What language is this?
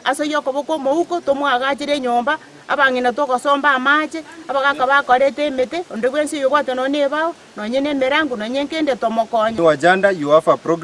Gusii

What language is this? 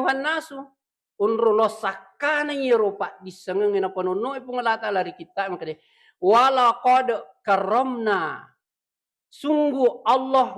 Buginese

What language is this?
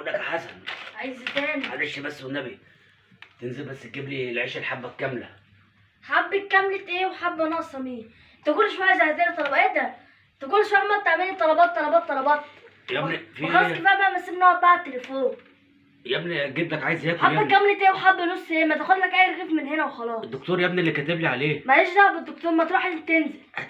Egyptian Arabic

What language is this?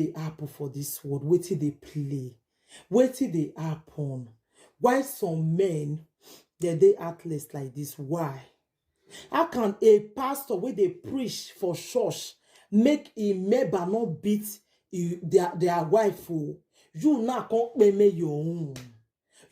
Nigerian Pidgin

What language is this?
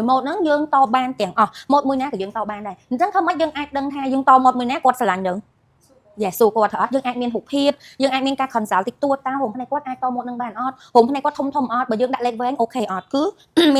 Khmer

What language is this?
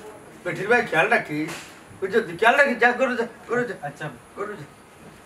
Sylheti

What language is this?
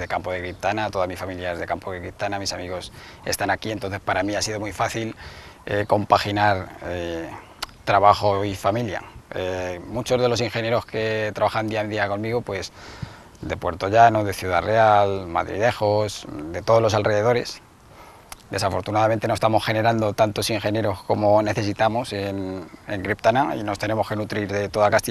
Spanish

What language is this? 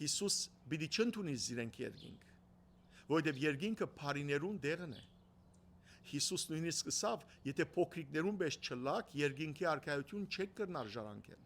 Western Armenian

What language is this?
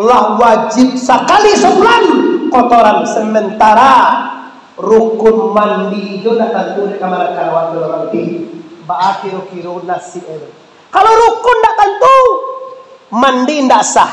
Minangkabau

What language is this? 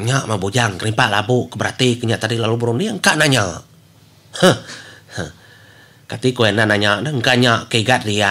Iban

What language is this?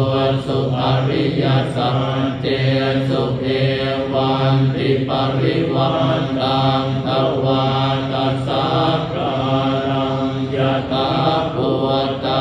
Pali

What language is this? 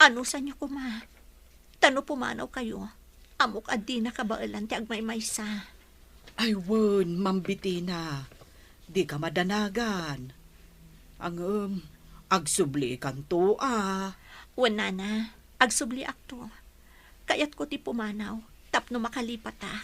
Iloko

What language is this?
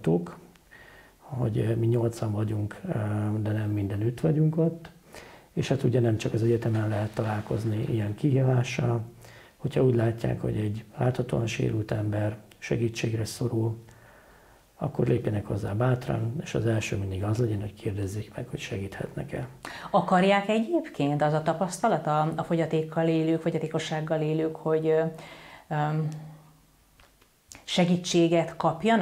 Hungarian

